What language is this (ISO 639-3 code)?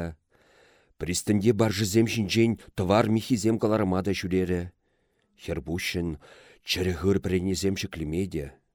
chv